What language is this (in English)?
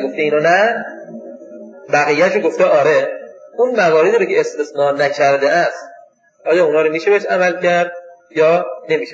Persian